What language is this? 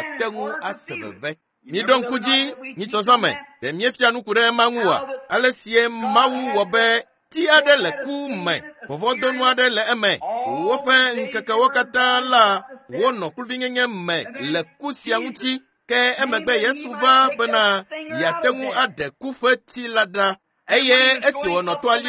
Ewe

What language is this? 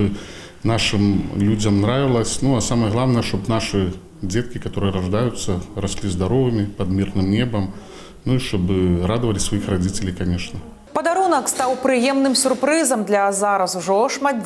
Belarusian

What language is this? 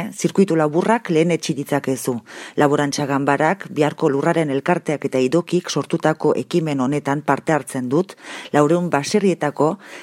Basque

